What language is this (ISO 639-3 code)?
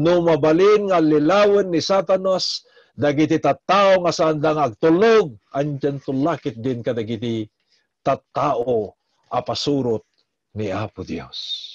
ilo